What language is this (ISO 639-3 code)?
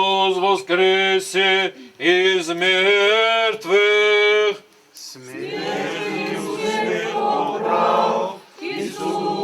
oss